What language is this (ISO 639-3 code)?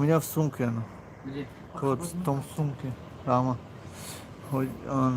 tgk